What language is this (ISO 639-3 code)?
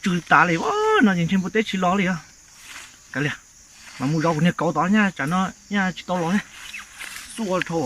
hmn